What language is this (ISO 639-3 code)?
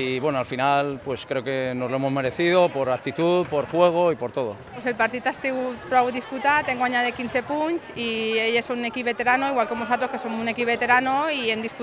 cat